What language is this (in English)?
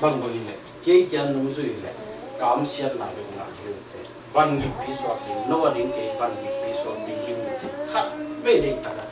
Tedim Chin